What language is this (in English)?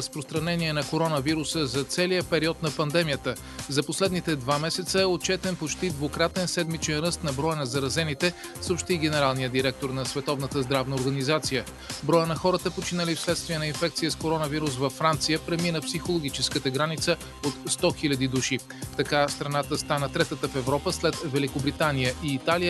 Bulgarian